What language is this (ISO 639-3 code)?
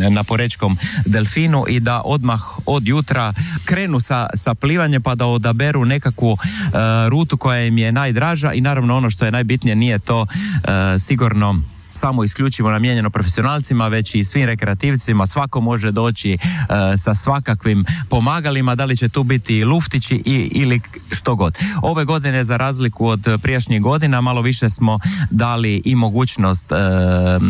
hrv